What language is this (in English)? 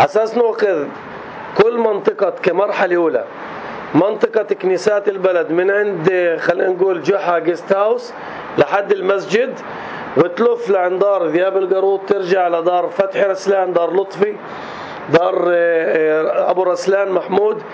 North Levantine Arabic